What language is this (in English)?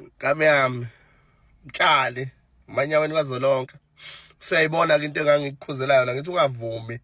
Zulu